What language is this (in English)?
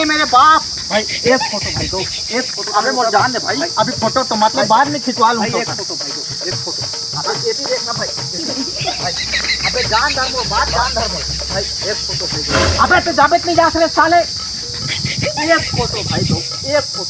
Chhattisgarhi